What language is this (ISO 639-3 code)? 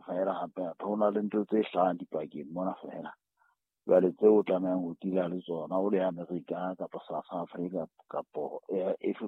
sot